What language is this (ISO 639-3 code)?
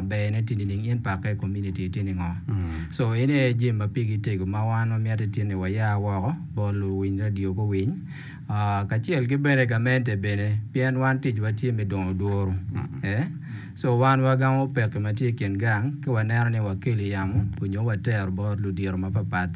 ach